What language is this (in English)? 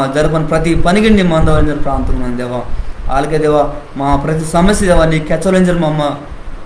Koya